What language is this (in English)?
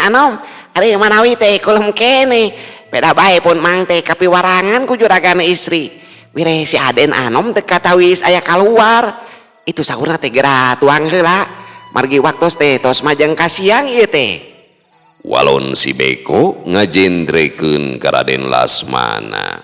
Sundanese